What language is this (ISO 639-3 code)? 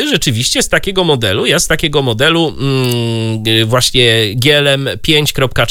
pol